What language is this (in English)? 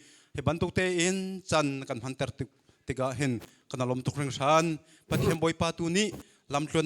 Hakha Chin